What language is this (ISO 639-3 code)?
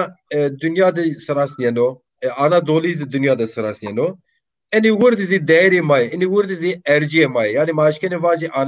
zza